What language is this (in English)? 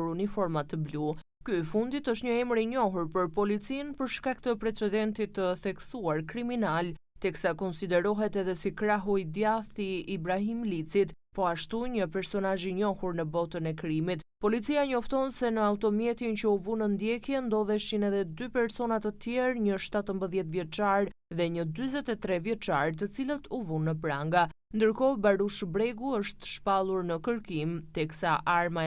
Albanian